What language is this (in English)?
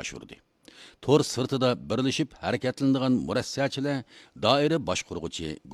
Uyghur